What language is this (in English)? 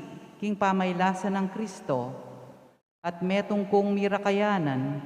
Pampanga